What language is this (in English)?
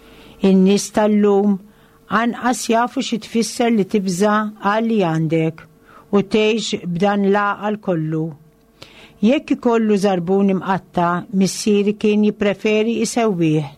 Maltese